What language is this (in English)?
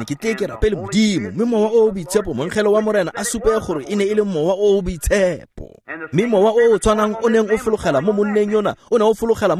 Tswana